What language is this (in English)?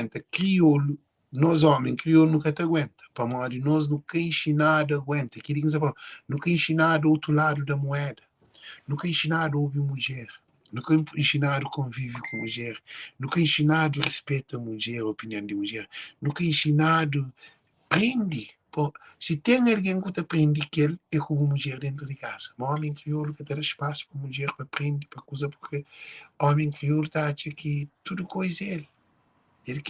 Kabuverdianu